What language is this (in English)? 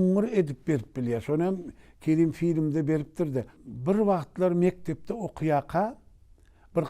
Turkmen